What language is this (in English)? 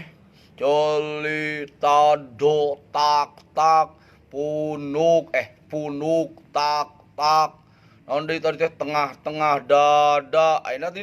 Sundanese